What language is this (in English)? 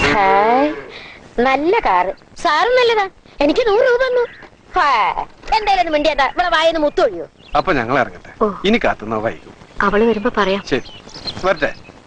Malayalam